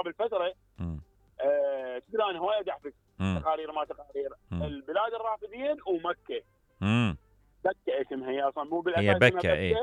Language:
Mesopotamian Arabic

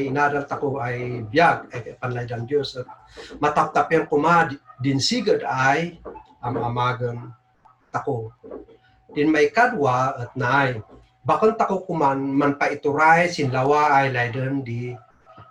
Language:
Kankanaey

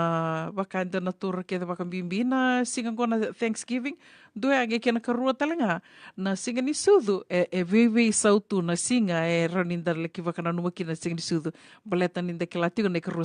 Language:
Fijian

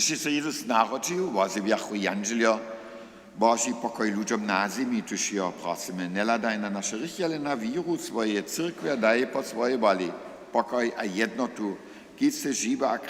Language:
Upper Sorbian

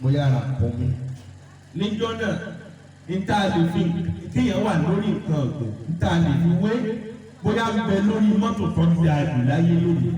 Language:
Yoruba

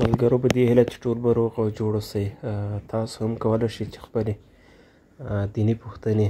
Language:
Pashto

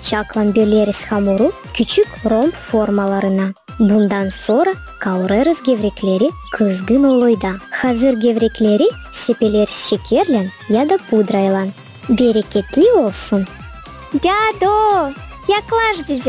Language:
Gagauz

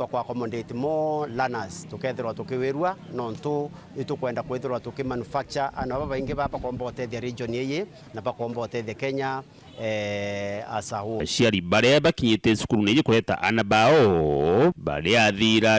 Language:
Meru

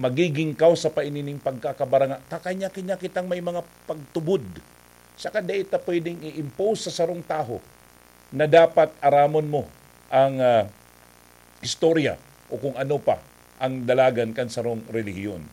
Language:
Bikol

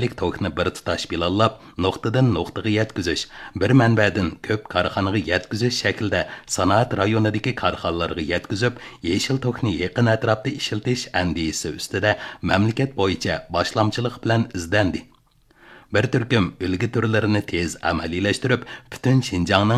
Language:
Uyghur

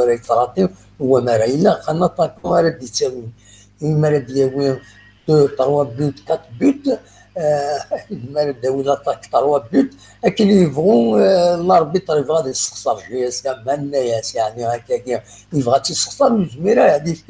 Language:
Kabyle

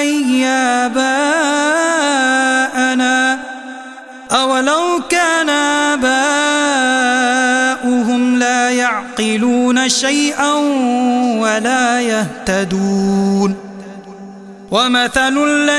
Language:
Arabic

